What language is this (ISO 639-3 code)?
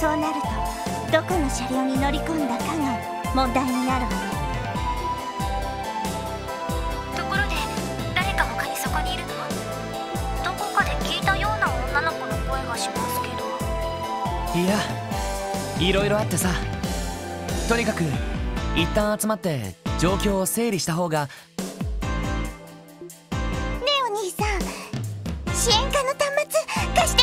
jpn